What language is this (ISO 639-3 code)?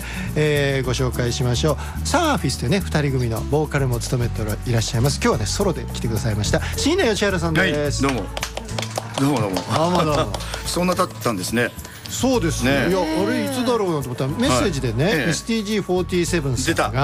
jpn